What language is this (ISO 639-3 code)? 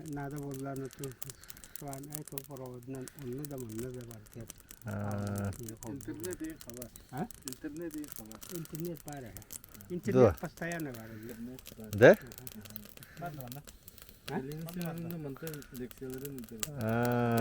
sah